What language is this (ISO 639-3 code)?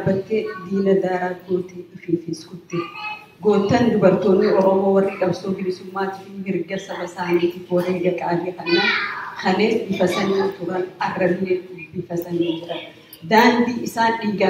orm